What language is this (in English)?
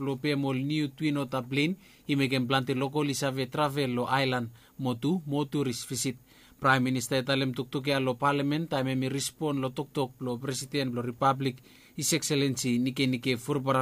Bislama